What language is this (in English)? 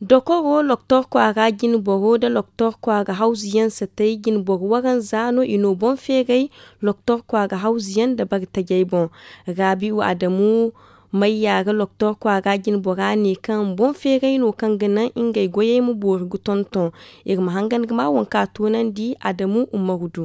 Zarma